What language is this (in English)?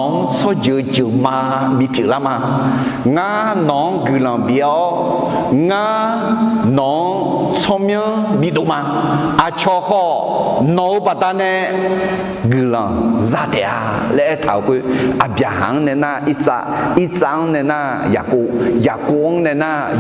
Akha